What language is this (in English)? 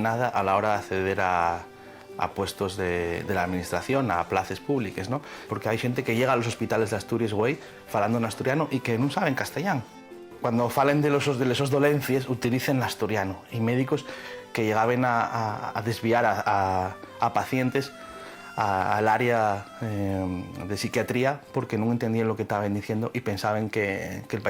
Asturian